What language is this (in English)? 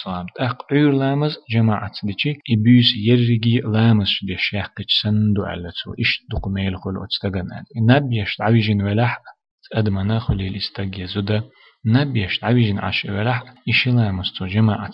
Chechen